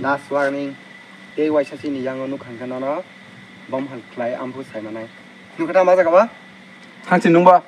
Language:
Kok Borok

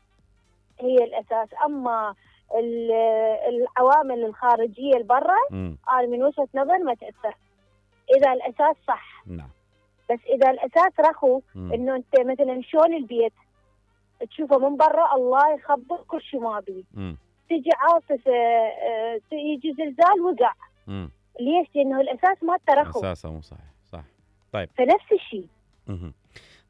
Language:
Mesopotamian Arabic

